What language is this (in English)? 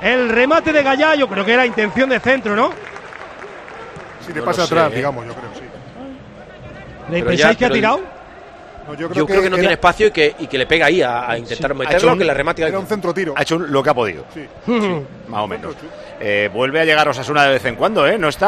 Spanish